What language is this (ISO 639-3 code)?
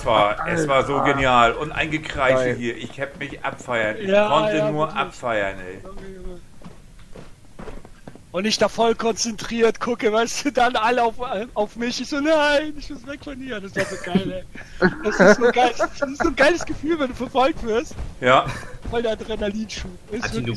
deu